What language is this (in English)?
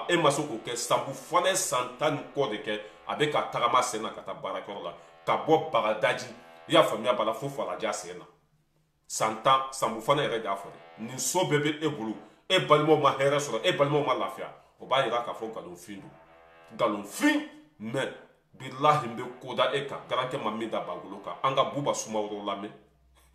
Bambara